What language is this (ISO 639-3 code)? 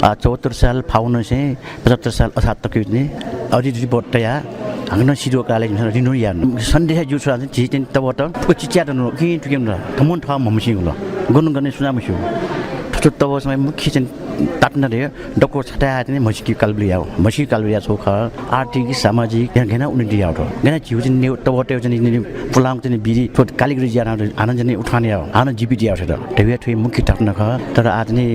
new